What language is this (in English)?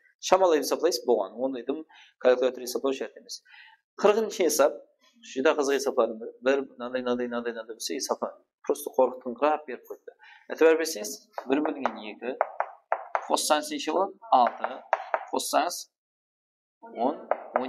Kara-Kalpak